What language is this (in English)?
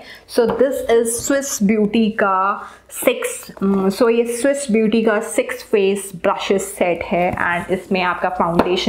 Hindi